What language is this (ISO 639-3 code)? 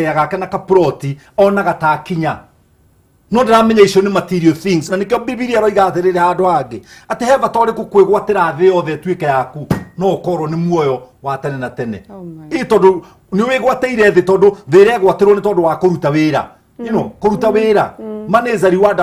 kik